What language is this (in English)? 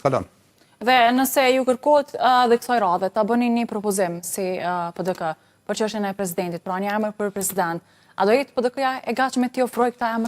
Albanian